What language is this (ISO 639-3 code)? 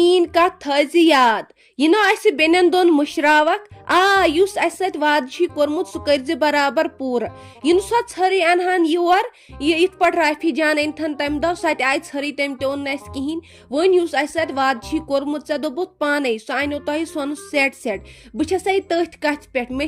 kas